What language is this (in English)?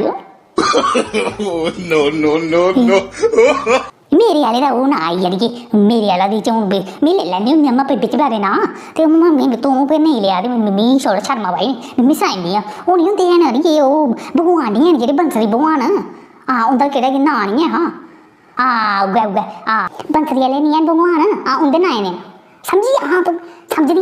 Dogri